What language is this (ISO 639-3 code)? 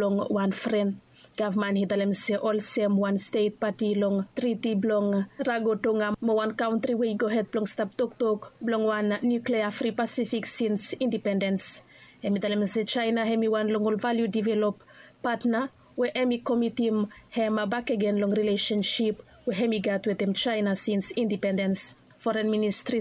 bis